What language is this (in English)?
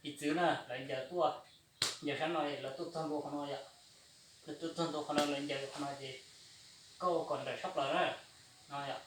Hmong